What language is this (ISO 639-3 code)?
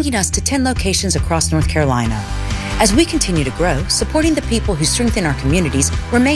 eng